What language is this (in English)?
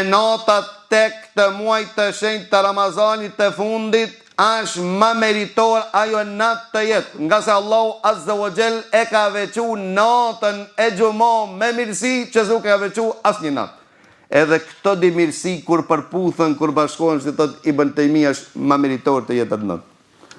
Albanian